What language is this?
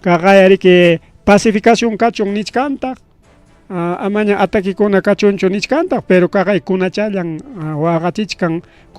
Ayacucho Quechua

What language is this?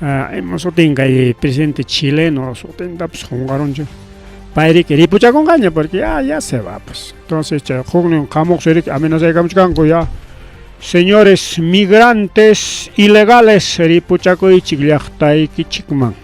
Ayacucho Quechua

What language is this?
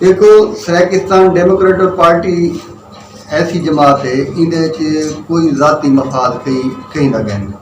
Saraiki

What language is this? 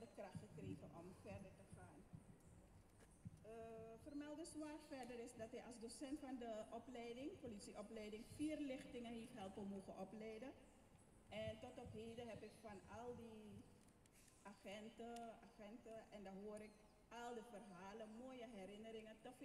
Dutch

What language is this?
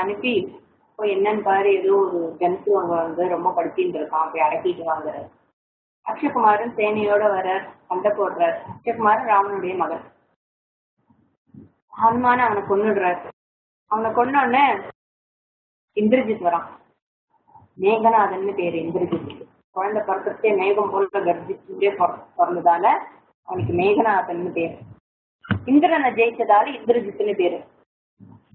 Tamil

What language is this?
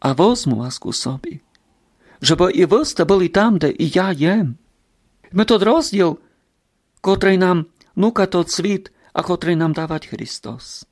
Rusyn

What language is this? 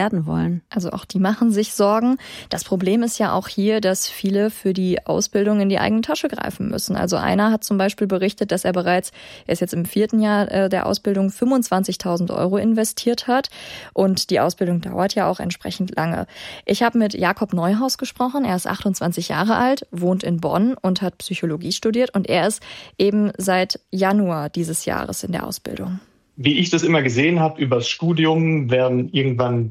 German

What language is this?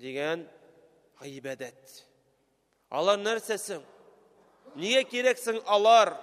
Tatar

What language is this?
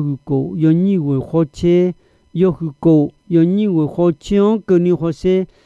Akha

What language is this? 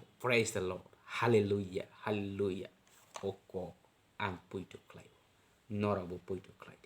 Kok Borok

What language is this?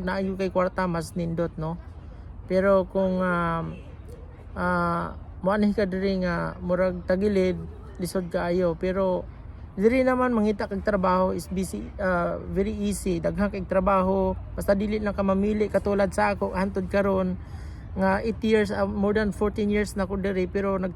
Cebuano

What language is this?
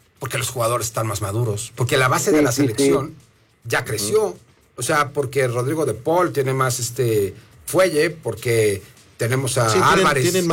Spanish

